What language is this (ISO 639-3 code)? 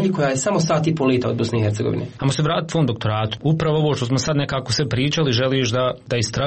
hrv